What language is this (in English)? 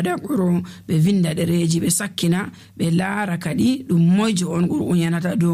Nigerian Fulfulde